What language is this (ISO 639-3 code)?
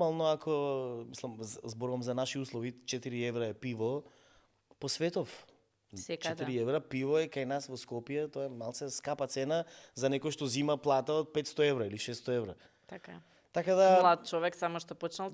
mkd